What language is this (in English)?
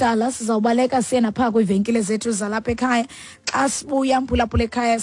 Xhosa